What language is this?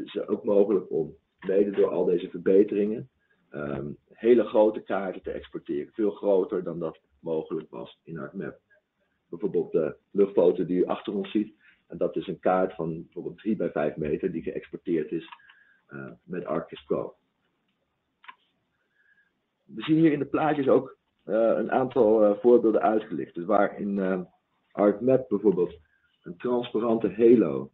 Dutch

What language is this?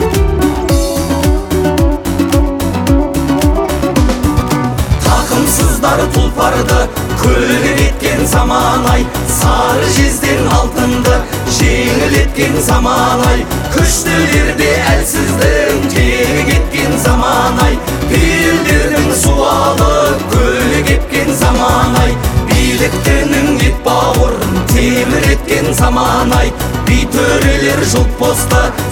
Kazakh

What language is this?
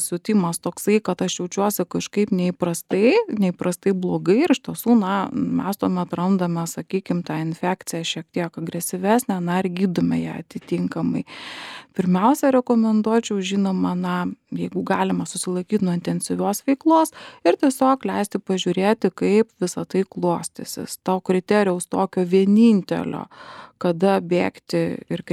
Lithuanian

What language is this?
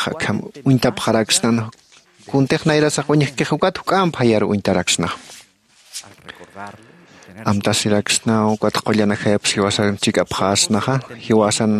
Aymara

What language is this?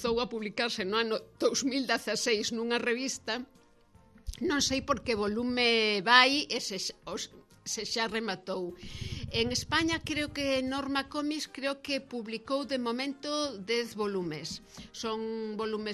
Galician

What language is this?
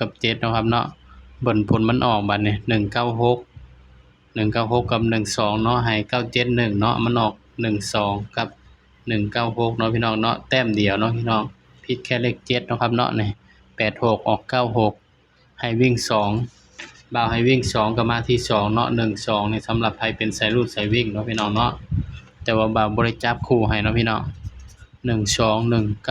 Northeastern Thai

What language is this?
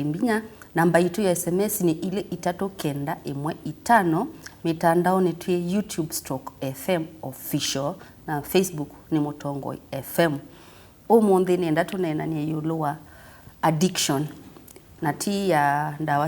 Kamba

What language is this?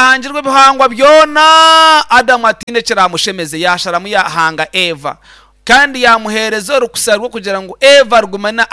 Nyankole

